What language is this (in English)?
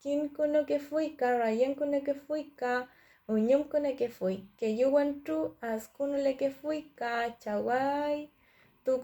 Mapuche